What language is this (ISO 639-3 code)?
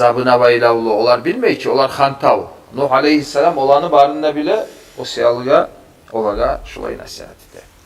kum